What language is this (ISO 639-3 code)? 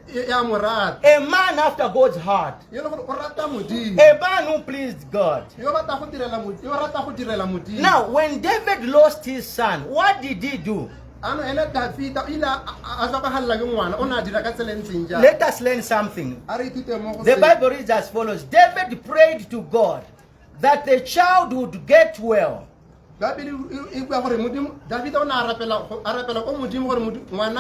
tsn